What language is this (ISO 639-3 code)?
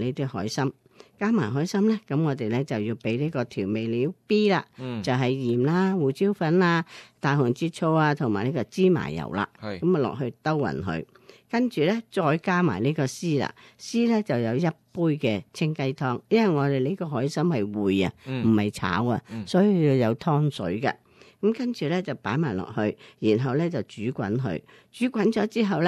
yue